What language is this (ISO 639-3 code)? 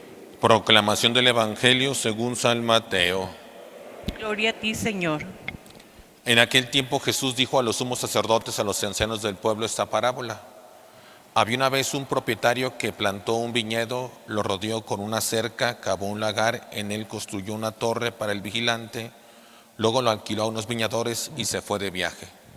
spa